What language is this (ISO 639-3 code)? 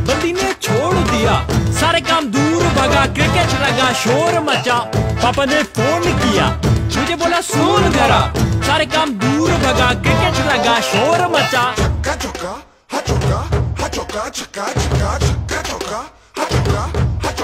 hin